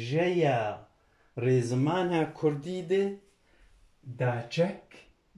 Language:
Kurdish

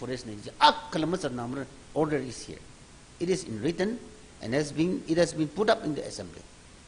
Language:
Tangkhul Naga (India)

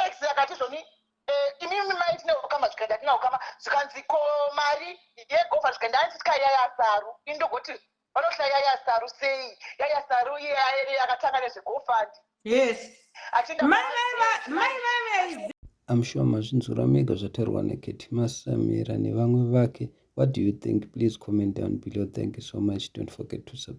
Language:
Shona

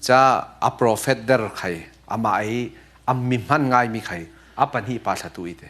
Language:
Falam Chin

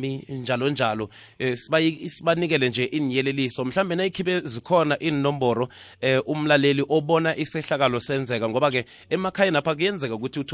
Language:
South Ndebele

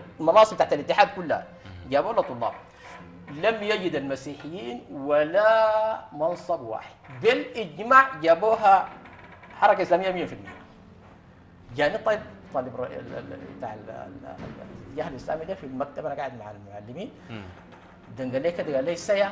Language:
Sudanese Arabic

